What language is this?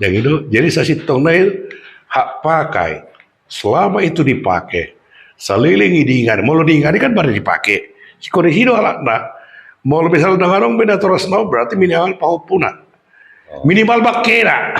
Batak Toba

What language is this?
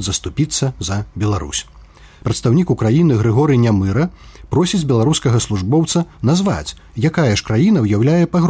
Belarusian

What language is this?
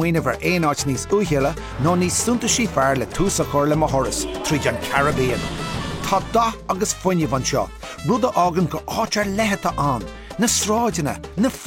Irish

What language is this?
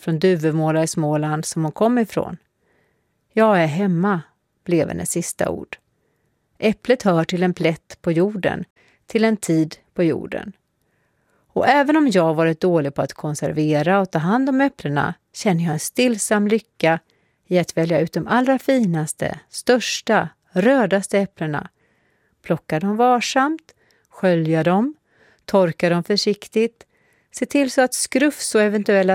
Swedish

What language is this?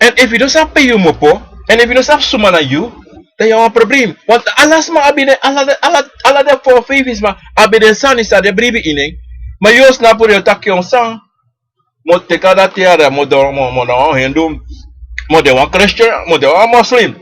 Sranan Tongo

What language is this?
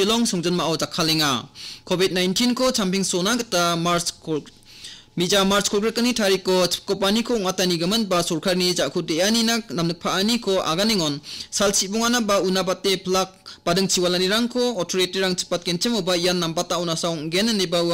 Garo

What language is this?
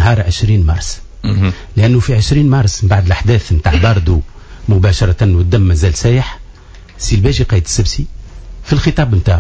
Tunisian Arabic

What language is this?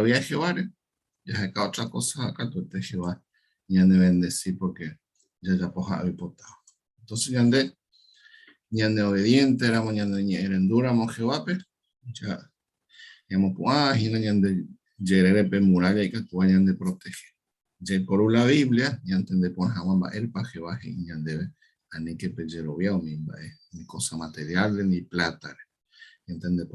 Guarani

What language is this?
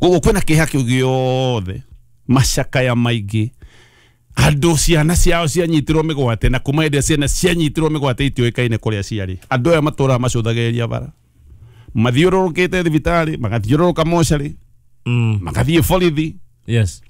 Kikuyu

